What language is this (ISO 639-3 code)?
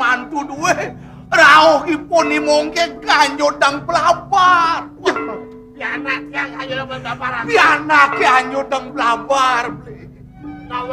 ban